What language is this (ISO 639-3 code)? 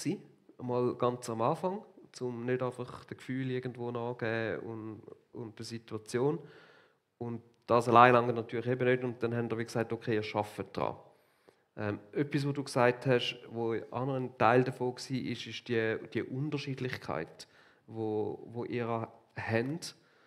gsw